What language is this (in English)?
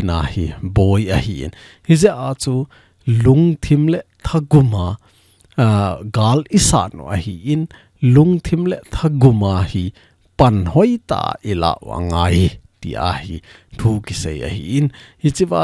Thado Chin